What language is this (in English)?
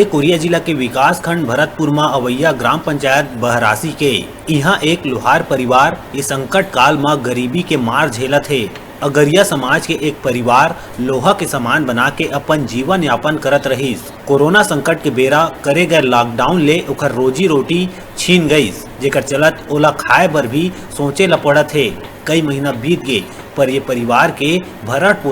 Chhattisgarhi